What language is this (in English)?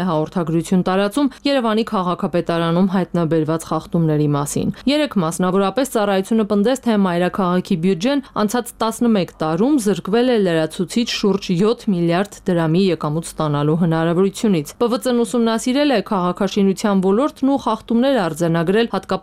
Armenian